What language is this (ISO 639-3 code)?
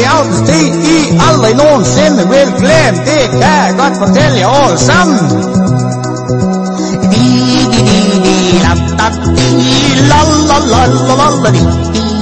dan